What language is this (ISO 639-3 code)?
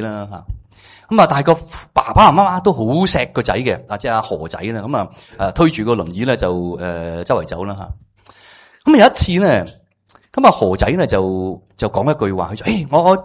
yue